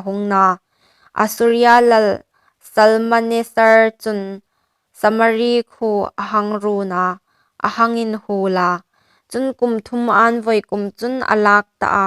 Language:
Hmar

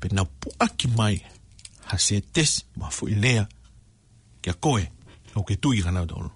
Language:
Tongan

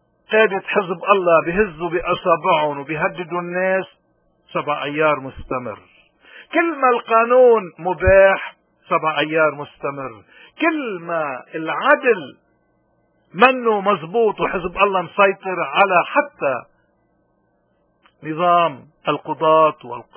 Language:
North Levantine Arabic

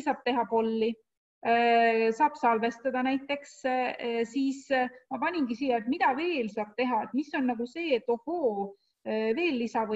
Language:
Estonian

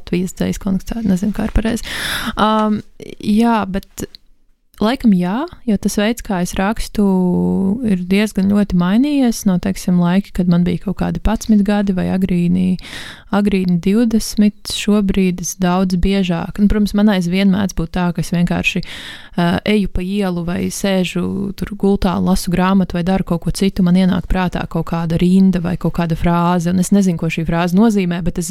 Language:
Latvian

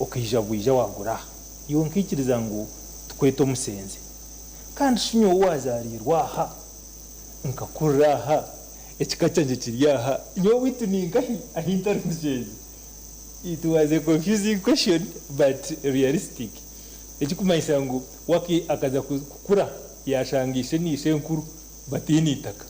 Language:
Nyankole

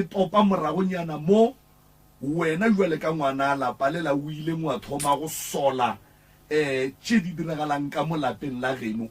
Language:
Northern Sotho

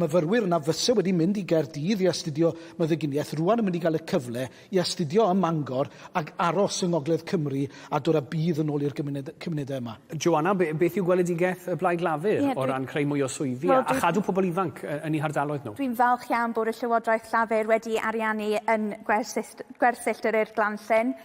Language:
Welsh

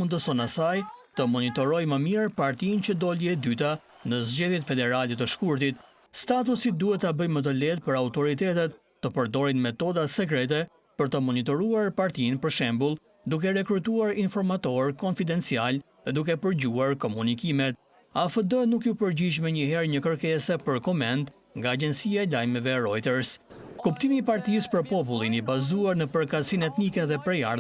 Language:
Albanian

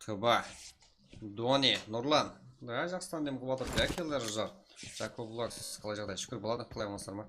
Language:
Kara-Kalpak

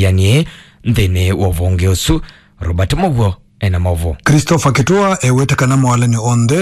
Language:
Kamba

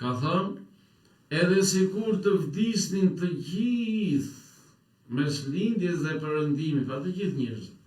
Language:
Albanian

